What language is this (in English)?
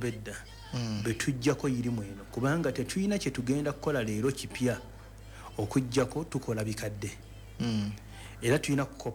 Ganda